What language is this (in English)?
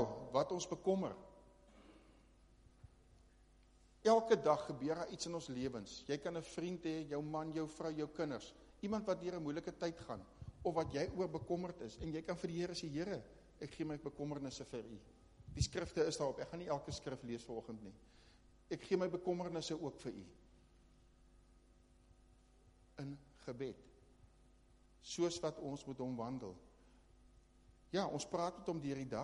Afrikaans